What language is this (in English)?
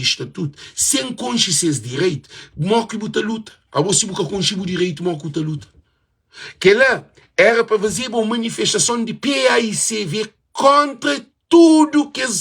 Kabuverdianu